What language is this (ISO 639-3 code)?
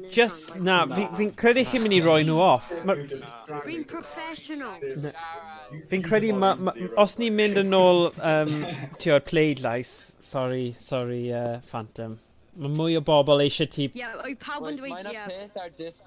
cym